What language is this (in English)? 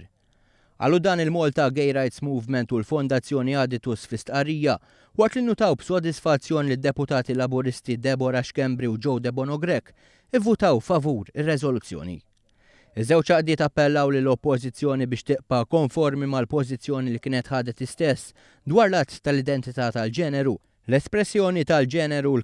Maltese